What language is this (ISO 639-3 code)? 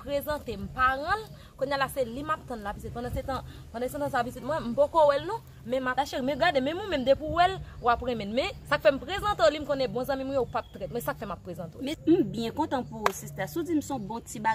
hat